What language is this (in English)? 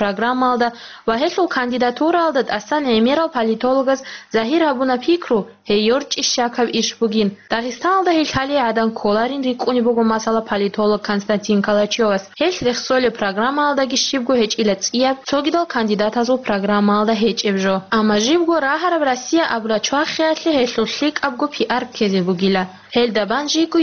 Avaric